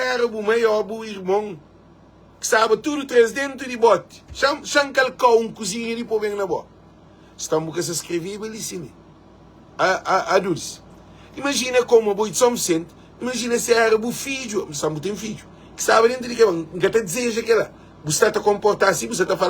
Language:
Kabuverdianu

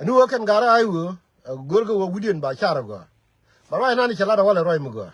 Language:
Nuer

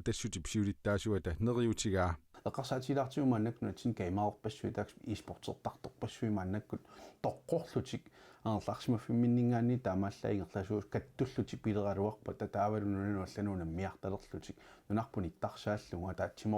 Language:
Kalaallisut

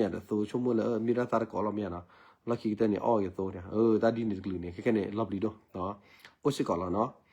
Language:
S'gaw Karen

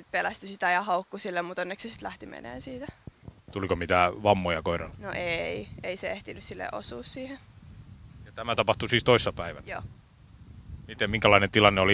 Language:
Finnish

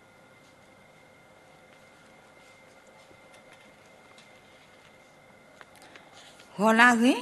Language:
S'gaw Karen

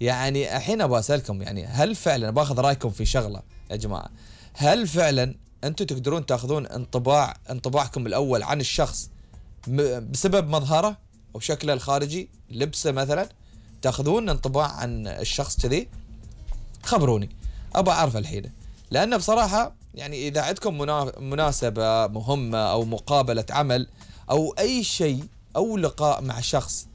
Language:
Gulf Arabic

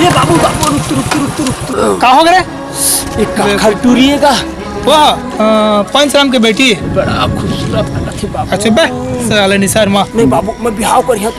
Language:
Chhattisgarhi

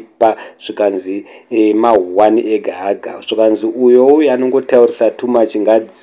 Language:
Shona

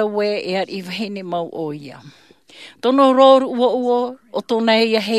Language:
Tahitian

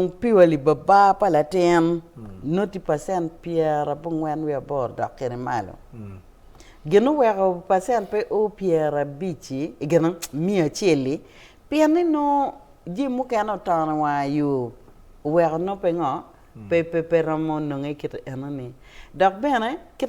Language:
Acoli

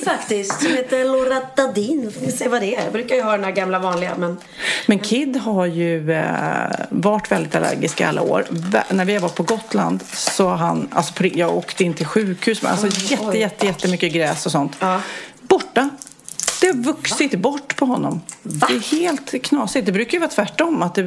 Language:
Swedish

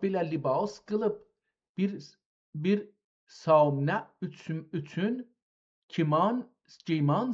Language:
South Azerbaijani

